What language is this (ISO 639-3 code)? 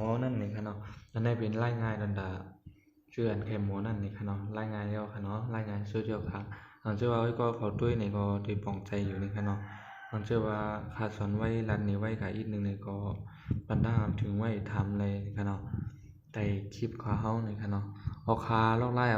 shn